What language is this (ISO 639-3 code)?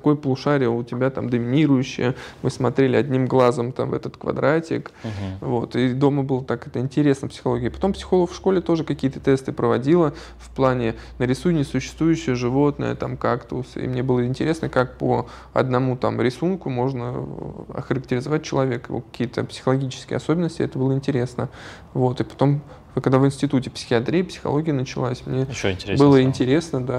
rus